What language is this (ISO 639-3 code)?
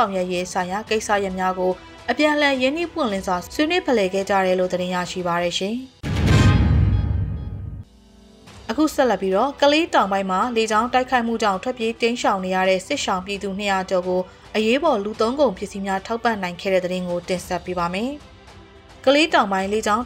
mya